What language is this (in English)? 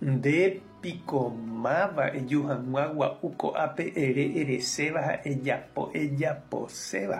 Guarani